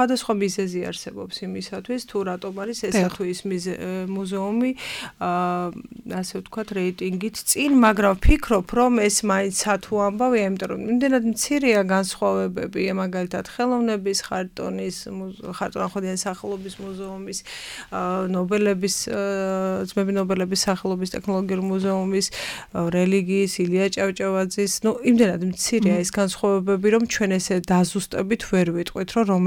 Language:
Georgian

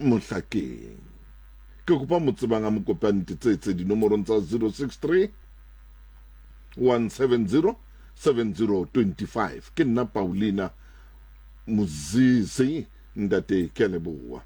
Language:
Southern Sotho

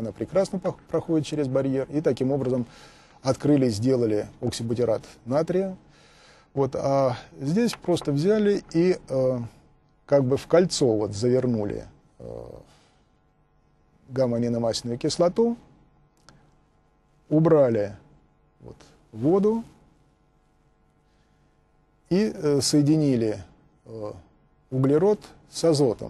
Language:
Russian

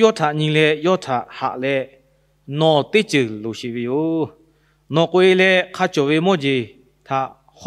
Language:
Lahu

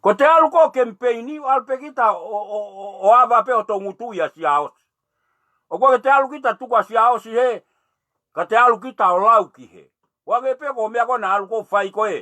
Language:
Tongan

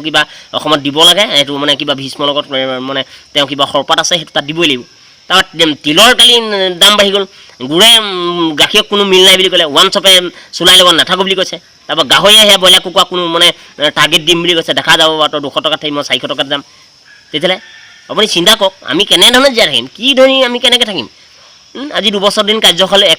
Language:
Assamese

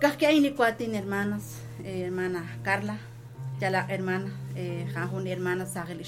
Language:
Kekchí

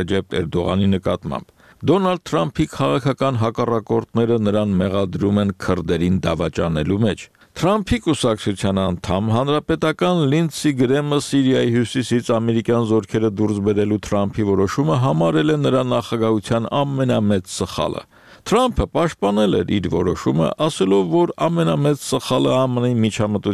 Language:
Armenian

